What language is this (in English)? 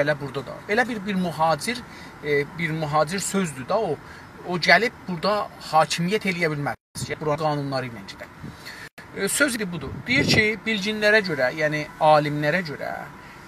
South Azerbaijani